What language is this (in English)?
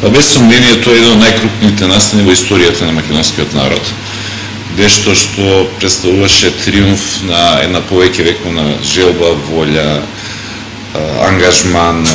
Macedonian